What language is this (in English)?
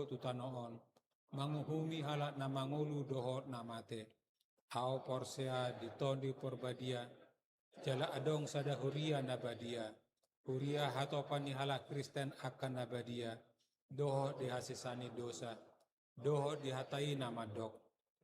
Batak Toba